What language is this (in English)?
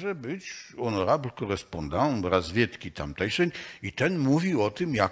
Polish